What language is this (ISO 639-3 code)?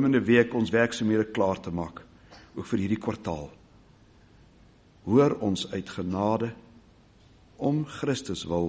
afr